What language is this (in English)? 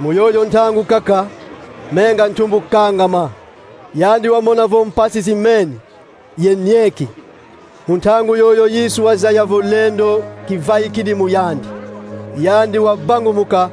Kongo